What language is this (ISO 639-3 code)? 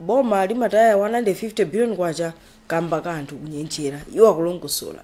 nya